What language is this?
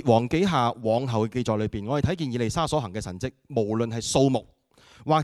Cantonese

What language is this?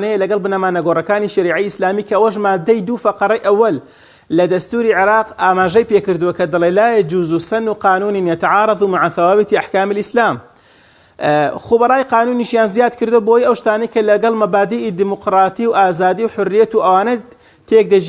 Central Kurdish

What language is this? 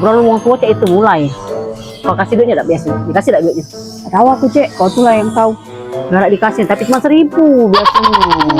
Musi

